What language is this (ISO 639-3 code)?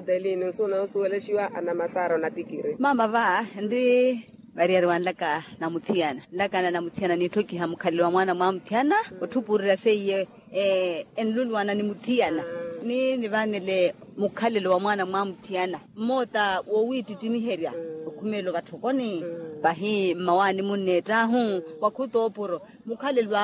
vmw